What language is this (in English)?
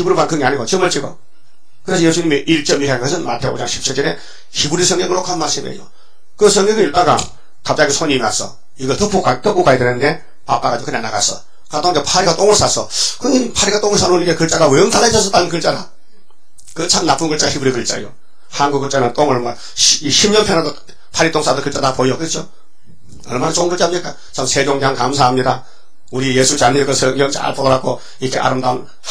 Korean